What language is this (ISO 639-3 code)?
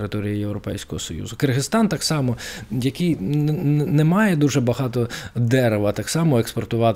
ukr